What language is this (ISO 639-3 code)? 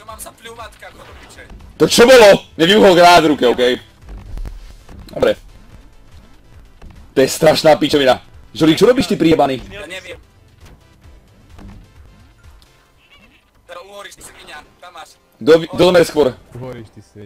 slk